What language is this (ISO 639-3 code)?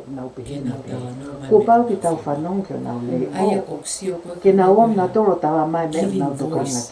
ton